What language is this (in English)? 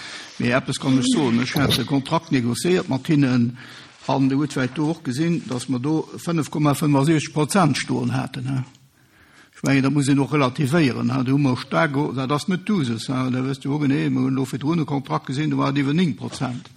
Luxembourgish